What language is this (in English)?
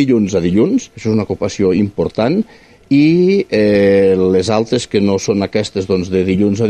Catalan